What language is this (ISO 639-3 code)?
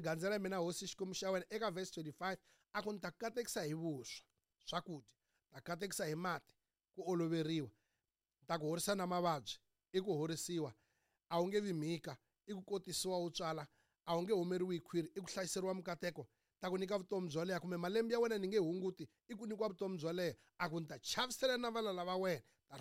tso